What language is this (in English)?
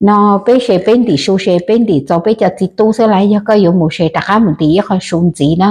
Hmong